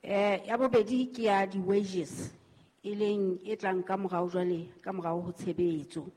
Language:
Southern Sotho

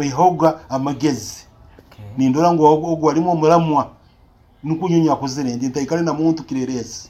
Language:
Nyoro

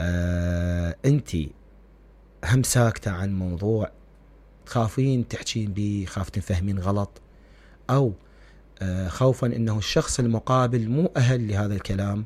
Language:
Mesopotamian Arabic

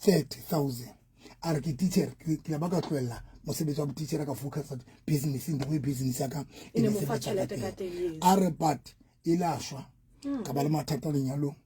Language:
Southern Sotho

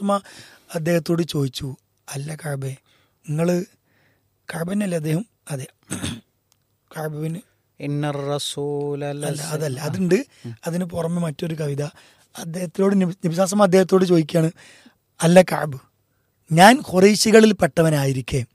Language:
Malayalam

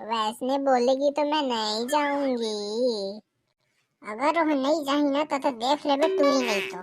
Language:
Chhattisgarhi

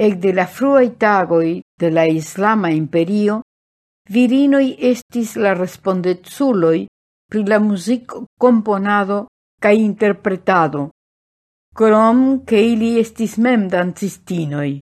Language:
Esperanto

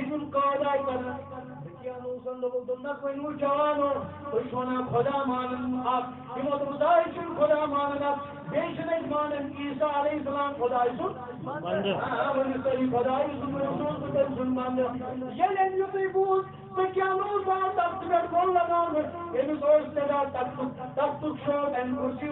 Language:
Kashmiri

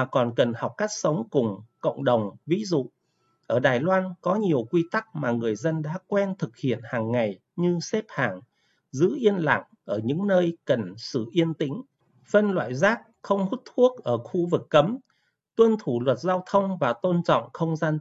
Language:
Vietnamese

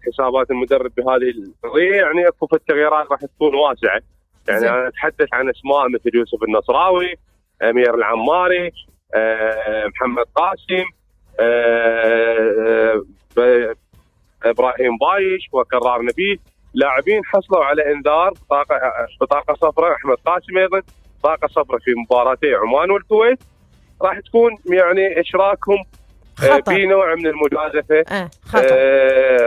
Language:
Mesopotamian Arabic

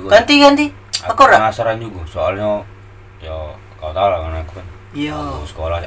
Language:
Musi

